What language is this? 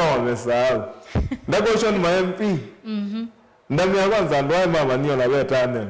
Kamba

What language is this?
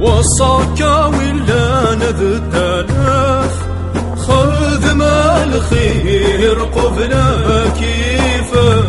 Kabyle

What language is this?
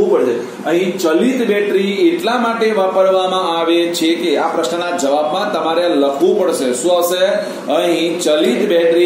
Gujarati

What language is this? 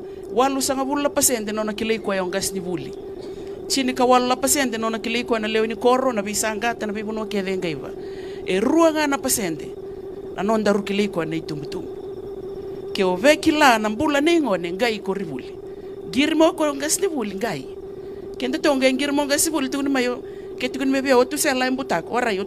Fijian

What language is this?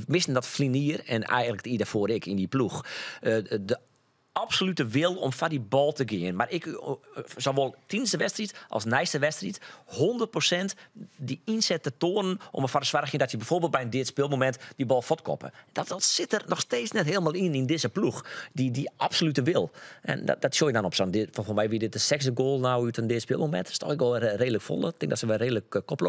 Western Frisian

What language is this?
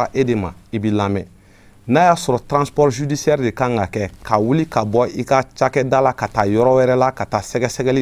Bambara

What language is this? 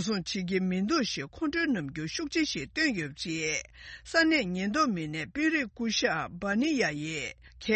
Tibetan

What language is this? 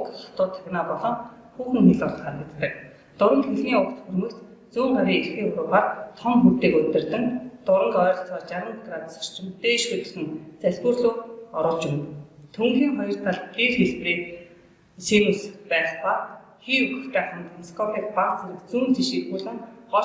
Mongolian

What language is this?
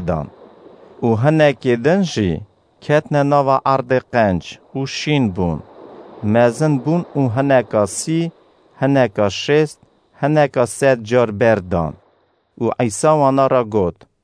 Kurdish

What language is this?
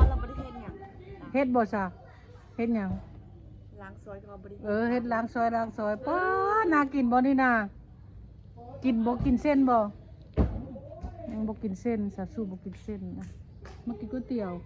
Lao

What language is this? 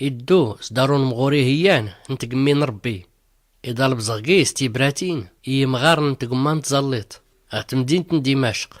Tachelhit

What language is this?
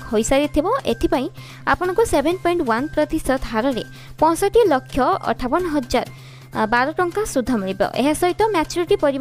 Odia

